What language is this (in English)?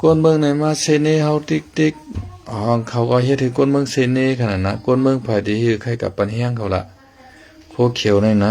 Shan